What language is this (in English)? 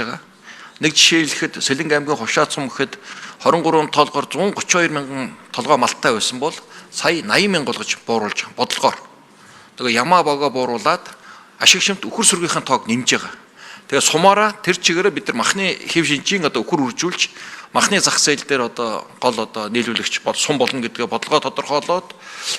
Mongolian